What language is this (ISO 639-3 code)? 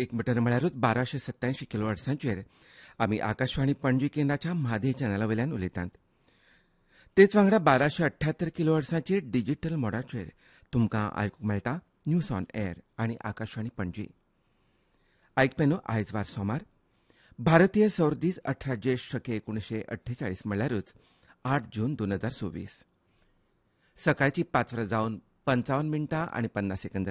kok